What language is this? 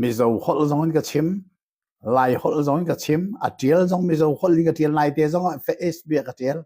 Hakha Chin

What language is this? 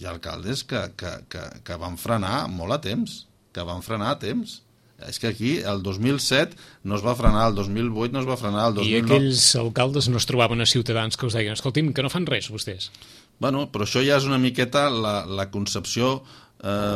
Catalan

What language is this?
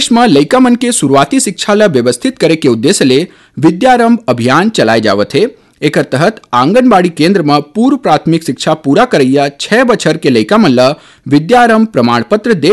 Chhattisgarhi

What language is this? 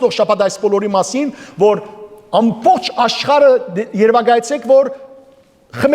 Western Armenian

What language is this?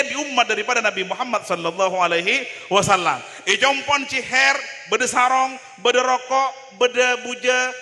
Madurese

